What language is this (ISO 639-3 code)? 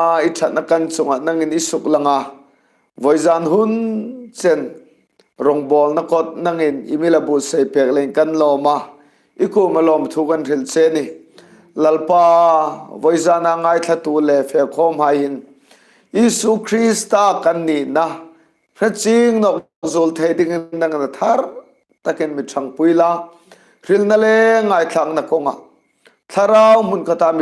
hmr